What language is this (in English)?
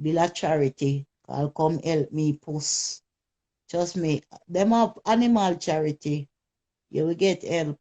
Jamaican Creole English